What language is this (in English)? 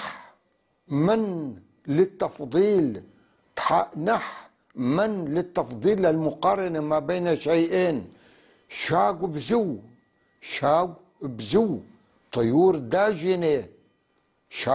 North Levantine Arabic